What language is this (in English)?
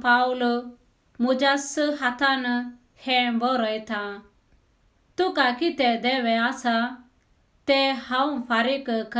Konkani